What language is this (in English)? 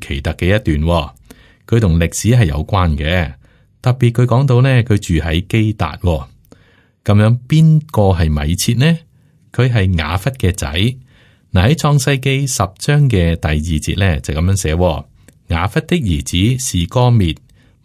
Cantonese